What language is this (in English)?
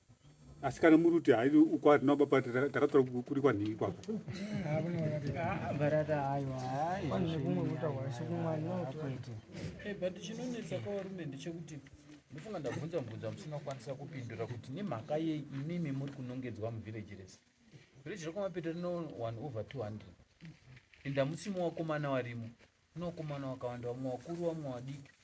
Shona